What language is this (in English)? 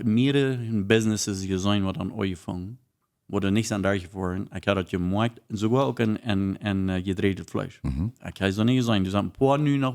Plautdietsch